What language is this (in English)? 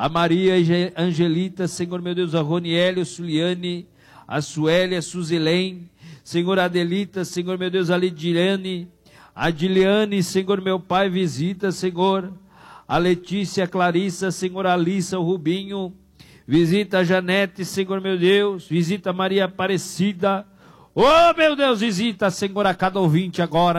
Portuguese